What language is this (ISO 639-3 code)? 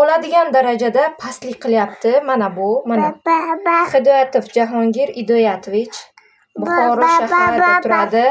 uzb